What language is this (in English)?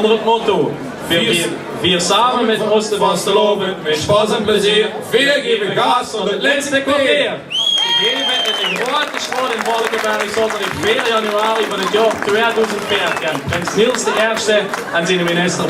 Limburgish